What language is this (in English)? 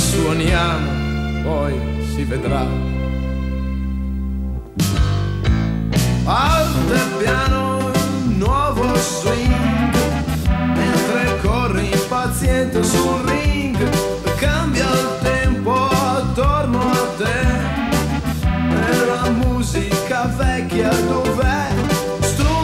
Italian